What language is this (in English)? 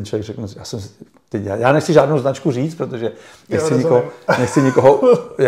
Czech